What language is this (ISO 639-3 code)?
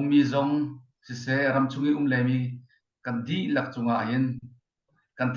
cfm